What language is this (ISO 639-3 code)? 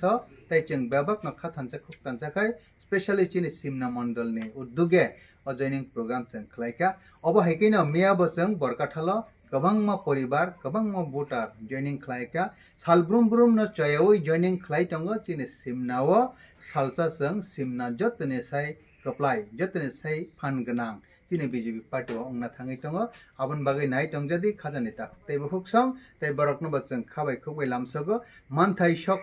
trp